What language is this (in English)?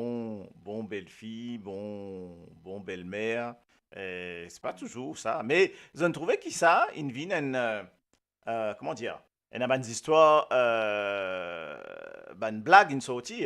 Morisyen